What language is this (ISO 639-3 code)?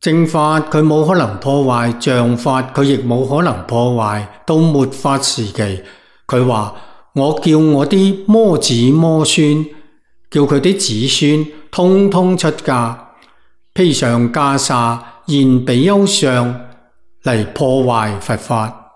yue